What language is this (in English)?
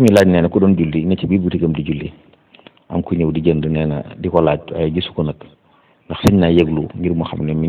Wolof